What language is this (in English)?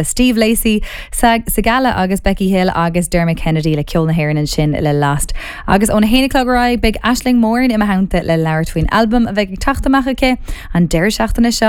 Irish